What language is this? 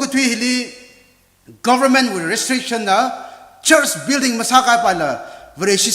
Tangkhul Naga (India)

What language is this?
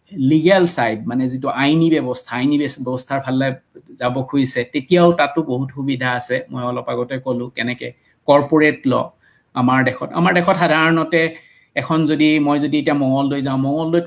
Assamese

